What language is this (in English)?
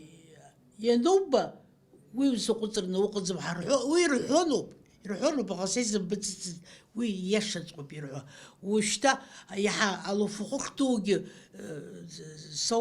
Abkhazian